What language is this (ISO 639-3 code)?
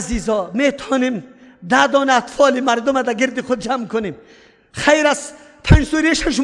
fas